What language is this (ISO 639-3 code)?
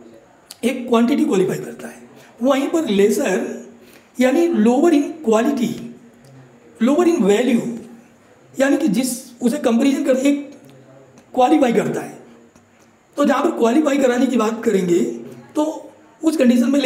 hin